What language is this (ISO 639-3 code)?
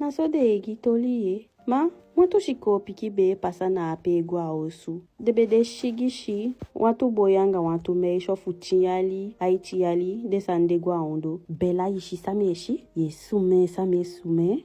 djk